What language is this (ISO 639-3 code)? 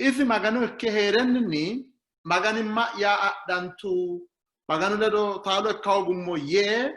sid